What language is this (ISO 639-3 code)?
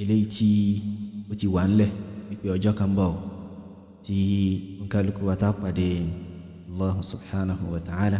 yor